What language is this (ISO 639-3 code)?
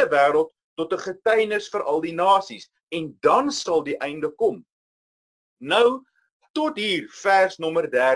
afr